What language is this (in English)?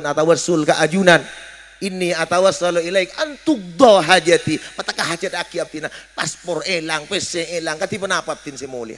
Madurese